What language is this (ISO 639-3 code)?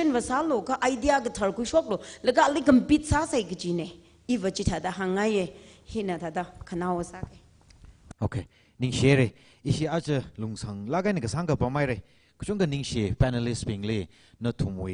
nmf